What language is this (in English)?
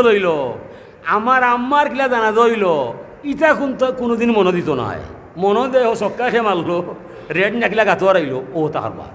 Sylheti